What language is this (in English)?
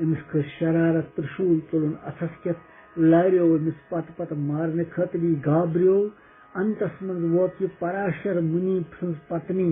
Kashmiri